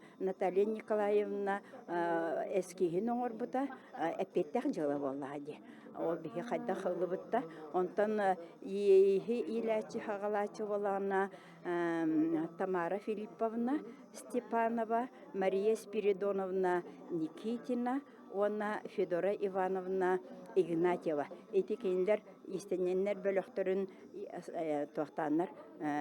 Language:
Yakut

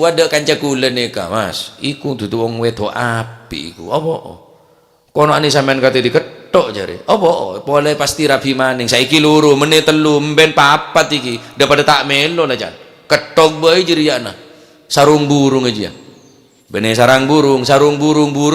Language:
Madurese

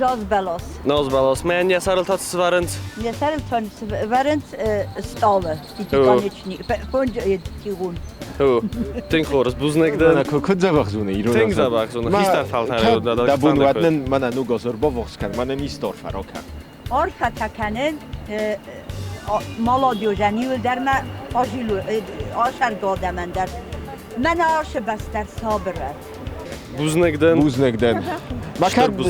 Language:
Ossetic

